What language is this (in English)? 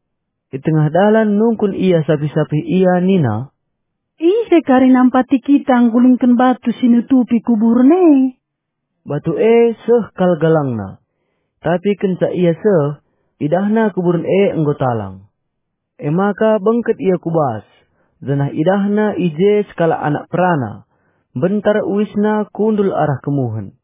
Batak Karo